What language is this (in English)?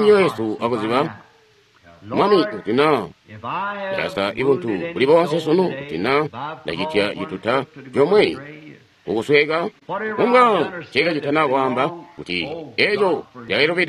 Tonga (Zambia)